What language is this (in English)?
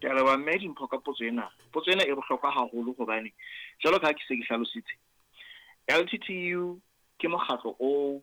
Southern Sotho